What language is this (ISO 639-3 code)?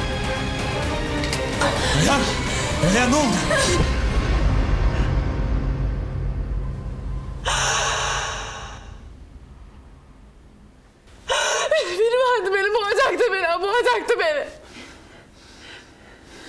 tur